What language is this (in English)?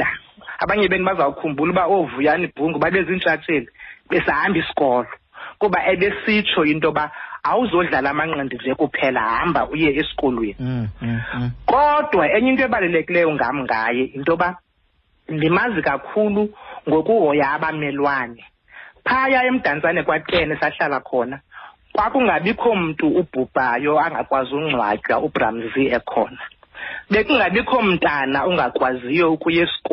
Xhosa